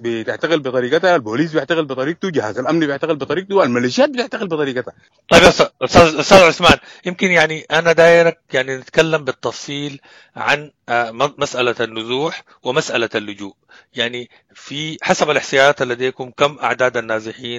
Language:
Sudanese Arabic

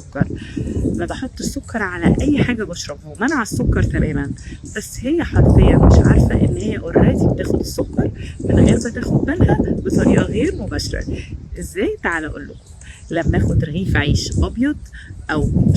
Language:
Egyptian Arabic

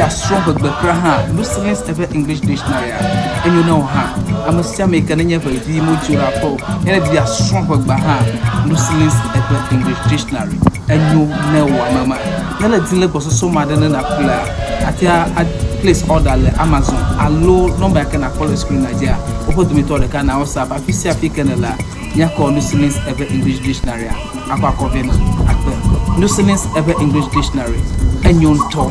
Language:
Ewe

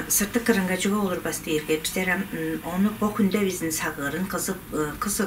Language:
Tuvinian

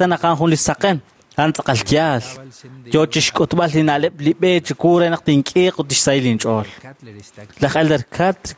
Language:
Kekchí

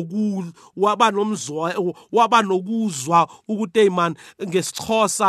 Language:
South Ndebele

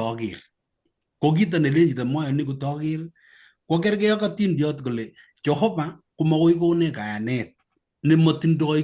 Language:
Kalenjin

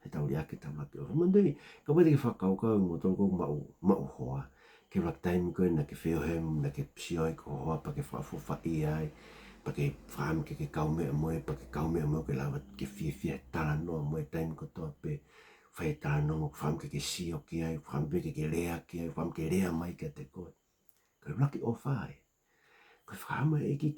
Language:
Tongan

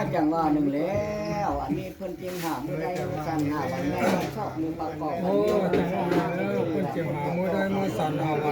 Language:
Lao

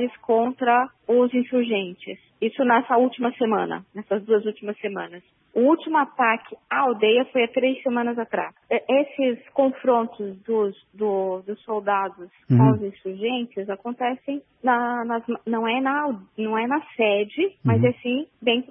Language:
Portuguese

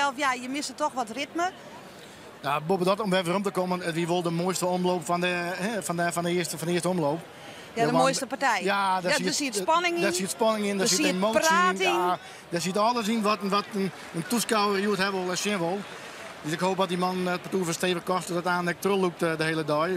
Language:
Western Frisian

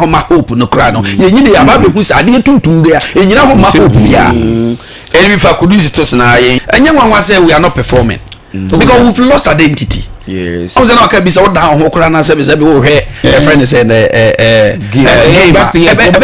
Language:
Akan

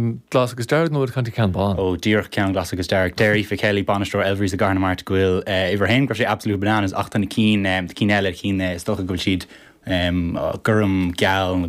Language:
Irish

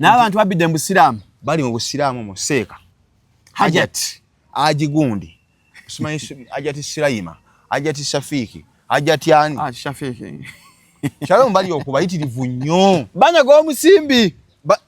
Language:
Ganda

